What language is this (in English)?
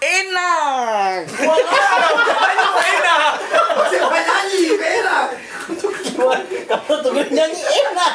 Ambonese Malay